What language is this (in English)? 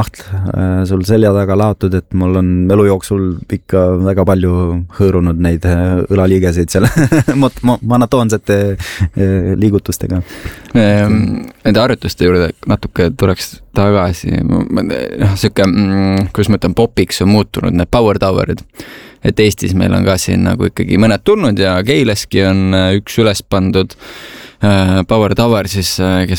Estonian